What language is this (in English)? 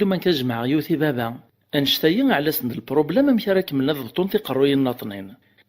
Kabyle